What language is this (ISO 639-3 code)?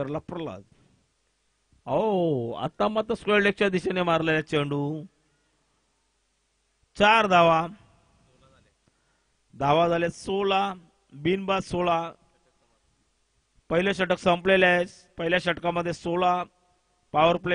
mar